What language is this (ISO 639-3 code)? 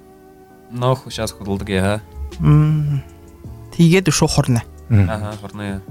bua